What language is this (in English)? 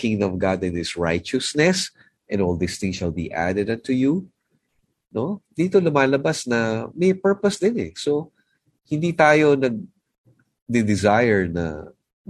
Filipino